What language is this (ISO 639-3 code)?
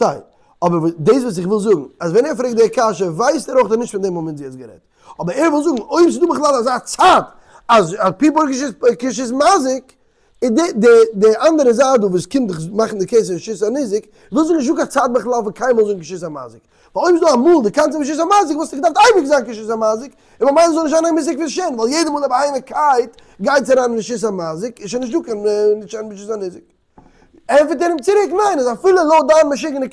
yid